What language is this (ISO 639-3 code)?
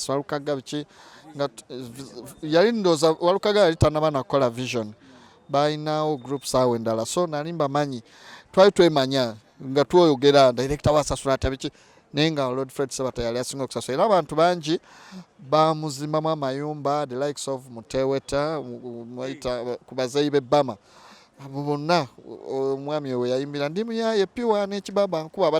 lug